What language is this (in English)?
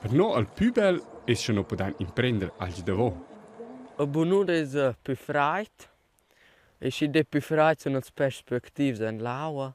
Romansh